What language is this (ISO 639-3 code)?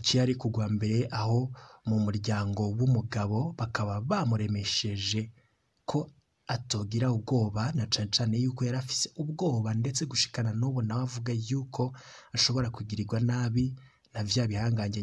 run